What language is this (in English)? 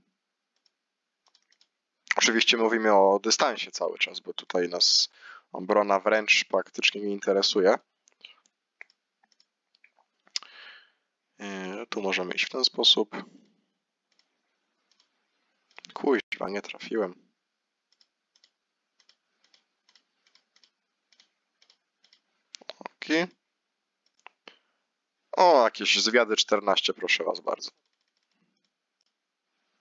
Polish